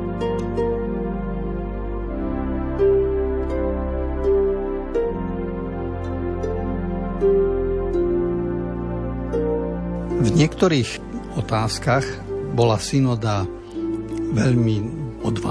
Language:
Slovak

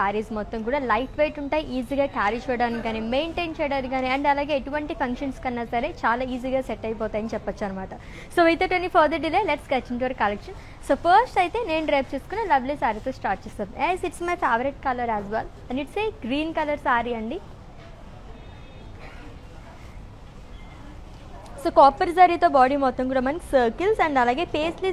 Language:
Telugu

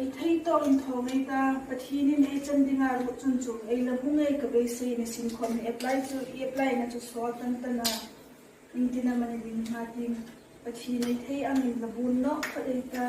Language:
Hmar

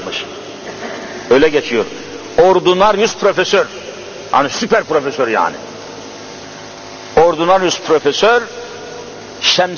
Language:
Turkish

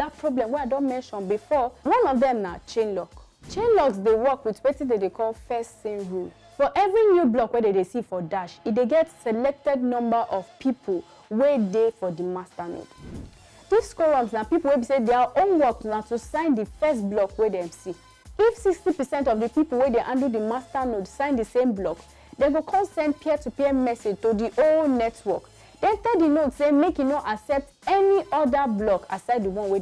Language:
Nigerian Pidgin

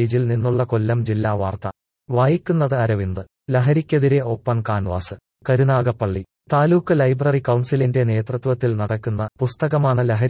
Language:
Malayalam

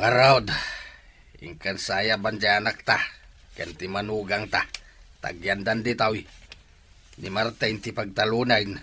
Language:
Iloko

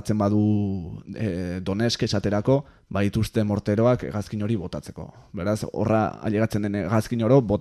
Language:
Basque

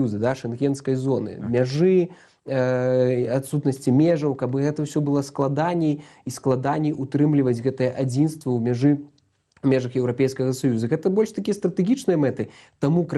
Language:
Belarusian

